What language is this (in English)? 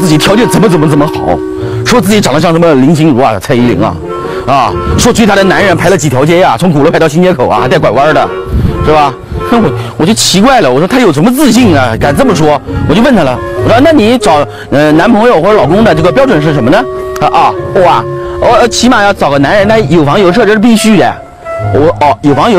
Chinese